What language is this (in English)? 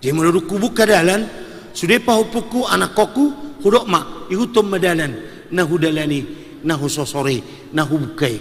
Batak Toba